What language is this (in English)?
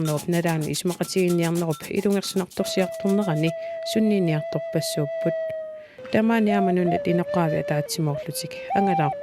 Kalaallisut